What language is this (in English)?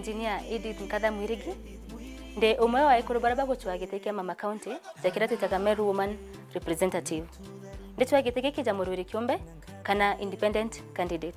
Meru